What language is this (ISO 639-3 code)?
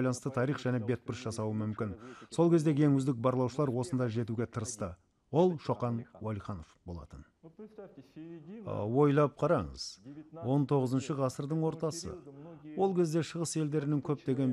kaz